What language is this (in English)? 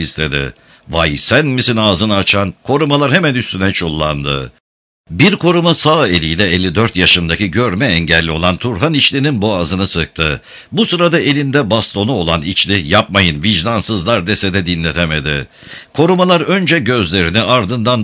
Turkish